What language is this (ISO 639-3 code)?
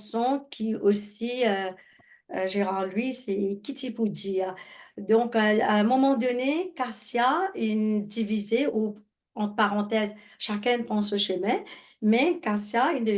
mfe